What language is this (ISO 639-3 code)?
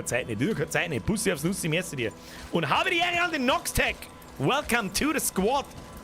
bar